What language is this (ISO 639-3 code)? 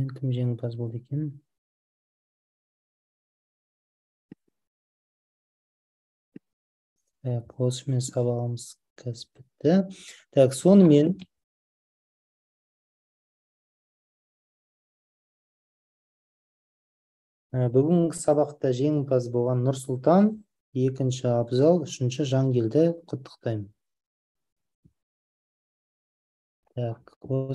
kaz